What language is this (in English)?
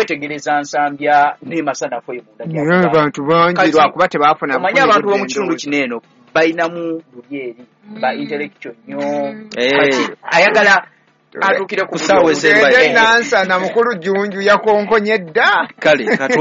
Ganda